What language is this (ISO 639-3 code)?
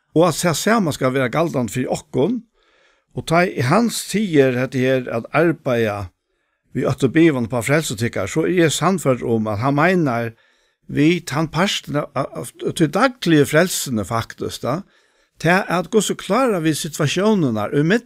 fao